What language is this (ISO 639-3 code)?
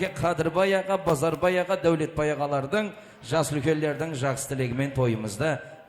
kaa